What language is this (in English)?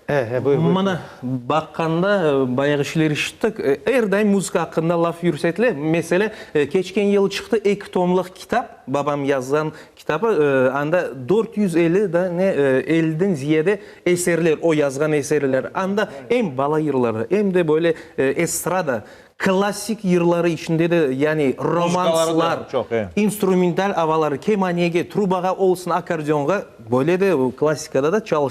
Crimean Tatar